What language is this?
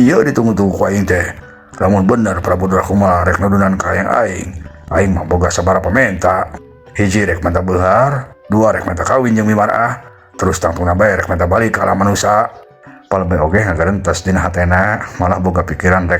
Sundanese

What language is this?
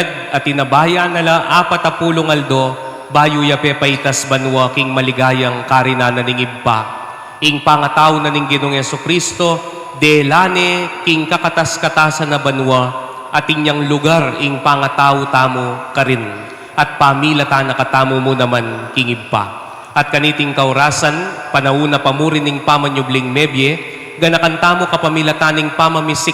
Pampanga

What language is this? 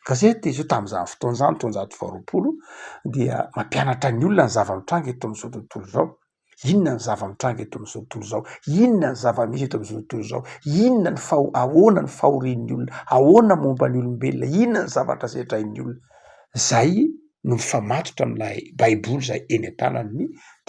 Malagasy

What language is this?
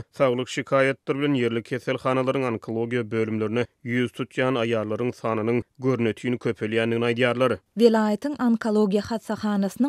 Turkmen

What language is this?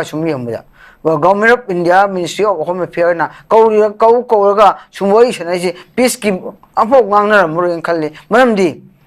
Manipuri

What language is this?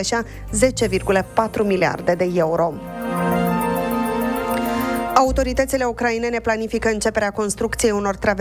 Romanian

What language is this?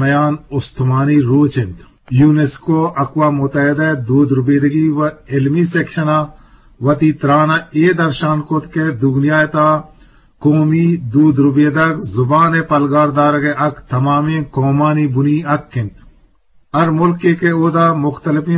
Eastern Balochi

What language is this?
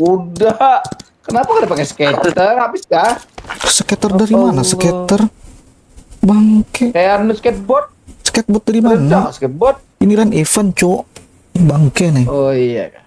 Banjar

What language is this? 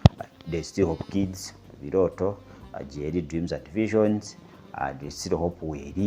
Ganda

